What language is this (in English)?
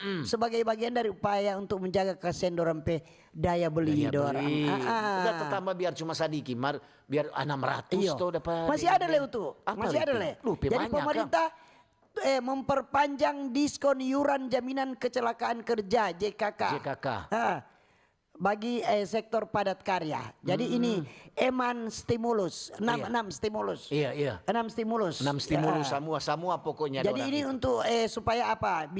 Manado Malay